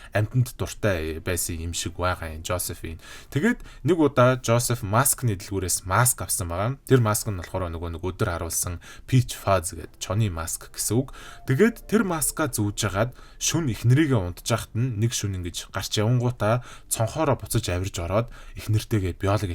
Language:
Mongolian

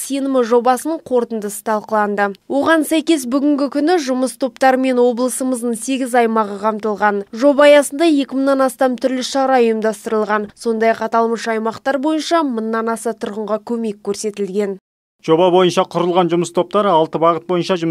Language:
Kazakh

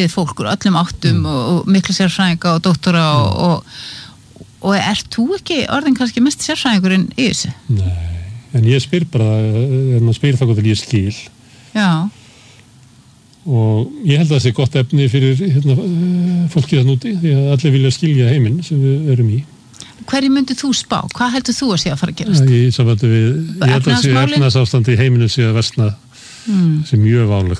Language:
Icelandic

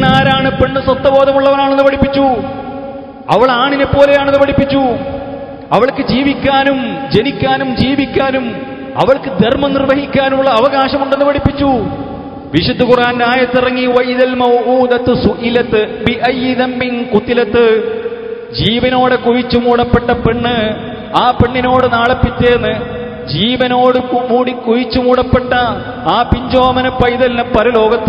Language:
Malayalam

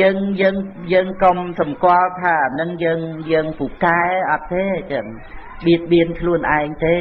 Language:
Khmer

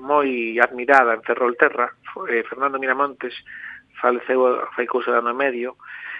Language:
Galician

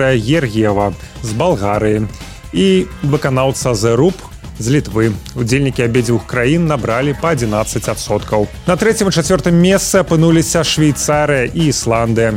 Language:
Belarusian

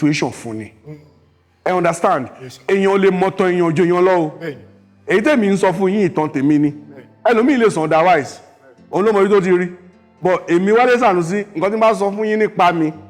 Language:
Yoruba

